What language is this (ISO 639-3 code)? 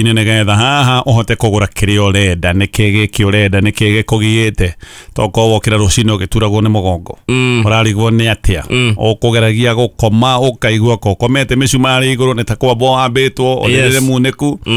kik